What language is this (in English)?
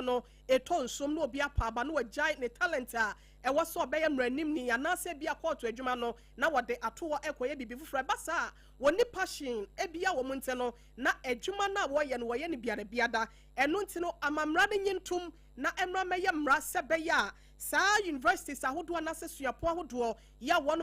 Akan